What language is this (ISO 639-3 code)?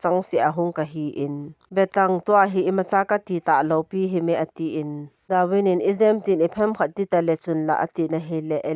tcz